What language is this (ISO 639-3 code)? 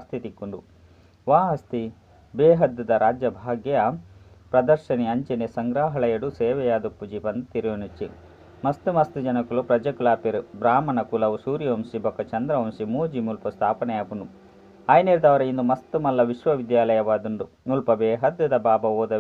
tcy